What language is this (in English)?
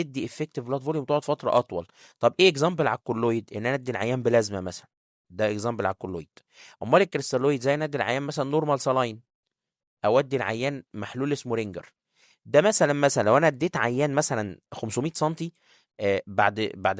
Egyptian Arabic